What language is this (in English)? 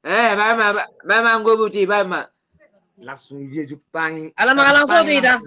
Batak Toba